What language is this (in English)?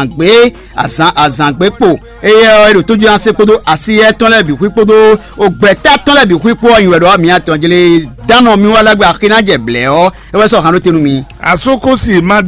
Fon